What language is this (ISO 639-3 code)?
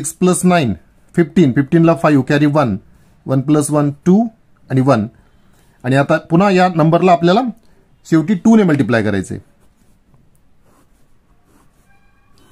mar